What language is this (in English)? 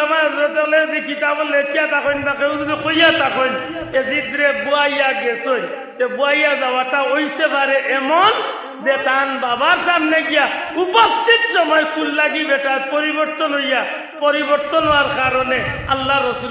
Sylheti